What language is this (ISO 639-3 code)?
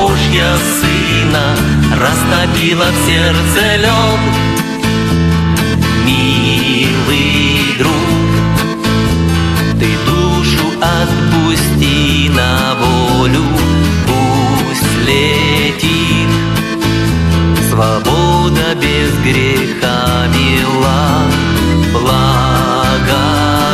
rus